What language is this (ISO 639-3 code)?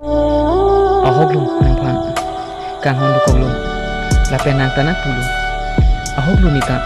mjw